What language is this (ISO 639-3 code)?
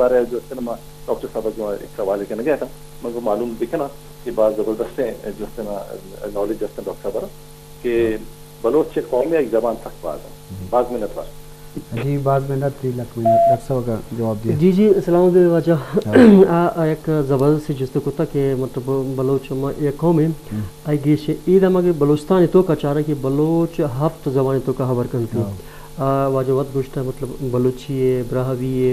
bal